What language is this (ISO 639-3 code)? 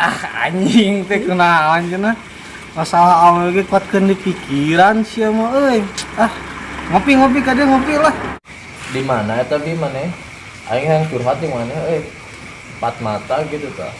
sun